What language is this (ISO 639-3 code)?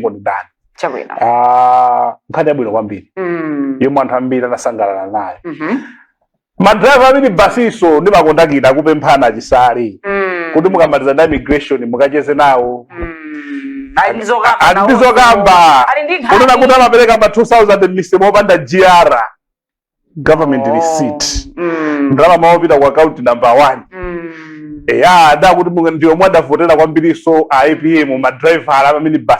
nya